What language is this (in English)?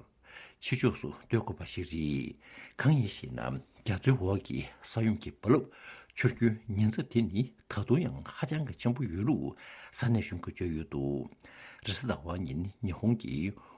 Tibetan